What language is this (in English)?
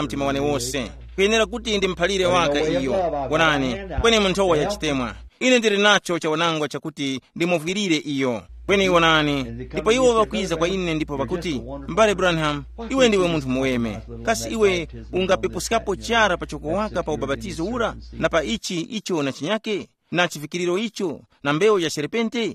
Tumbuka